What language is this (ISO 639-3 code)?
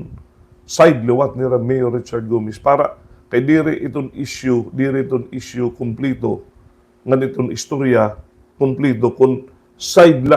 war